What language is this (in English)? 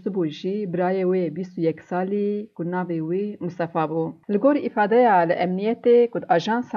Kurdish